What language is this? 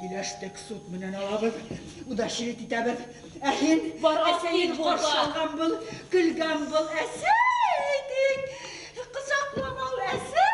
Bashkir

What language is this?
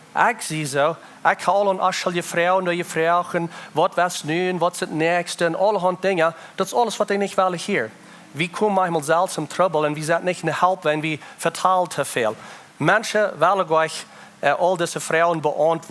Plautdietsch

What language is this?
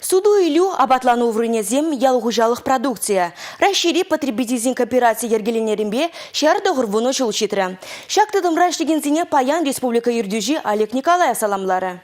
Chuvash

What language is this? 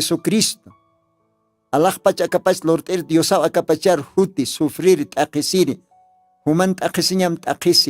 Aymara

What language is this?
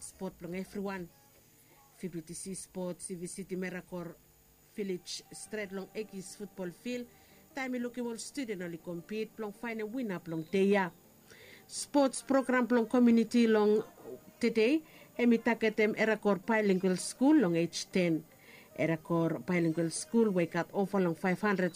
Bislama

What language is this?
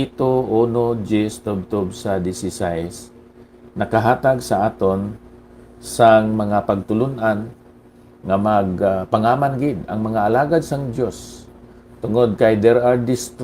Hiligaynon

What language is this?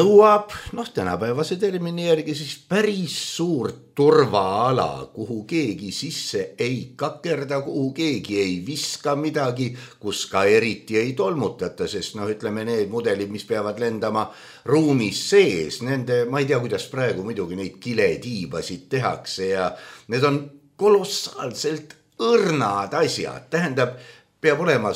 Estonian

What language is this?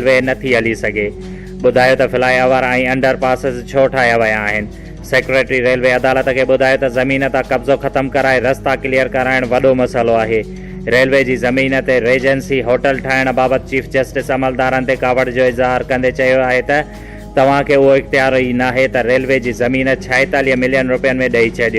Sindhi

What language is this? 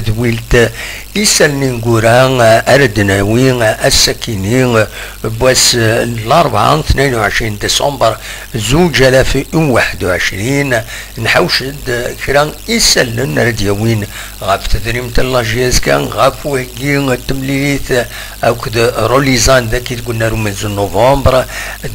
Kabyle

